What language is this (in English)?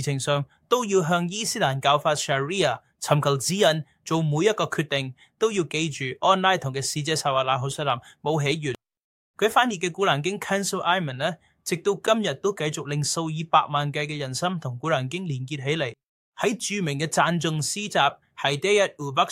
Cantonese